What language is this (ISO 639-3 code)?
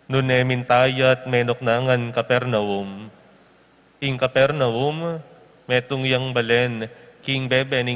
pam